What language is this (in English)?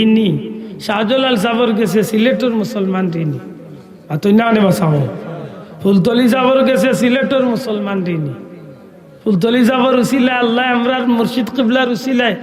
Sylheti